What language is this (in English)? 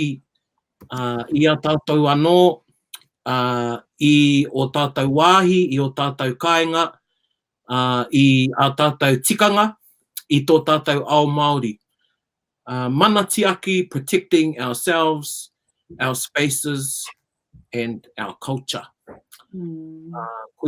Māori